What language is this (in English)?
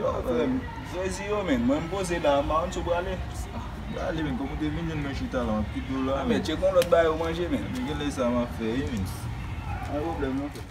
Haitian Creole